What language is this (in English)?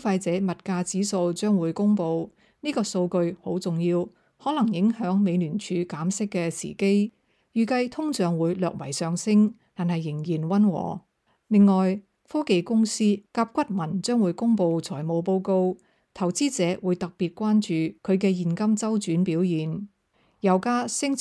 Cantonese